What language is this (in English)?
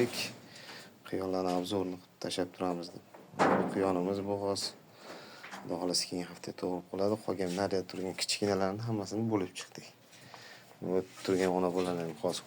Uzbek